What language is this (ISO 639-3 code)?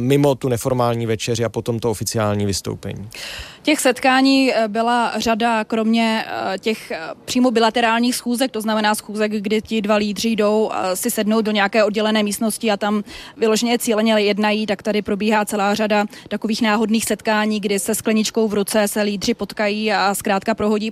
ces